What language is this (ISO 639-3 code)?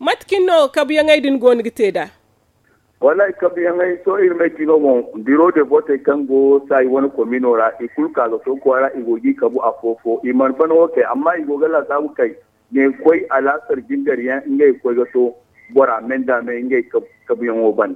dje